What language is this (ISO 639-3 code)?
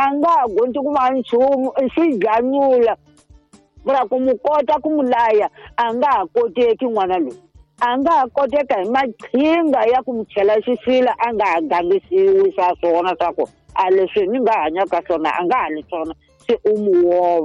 tso